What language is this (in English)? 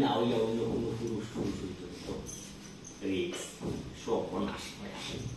Sylheti